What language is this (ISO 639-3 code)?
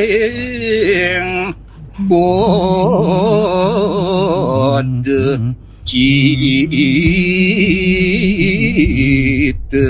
ban